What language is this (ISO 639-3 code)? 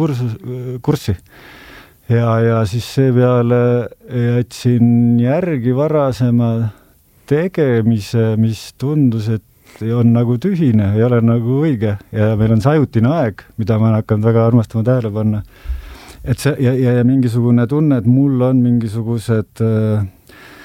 est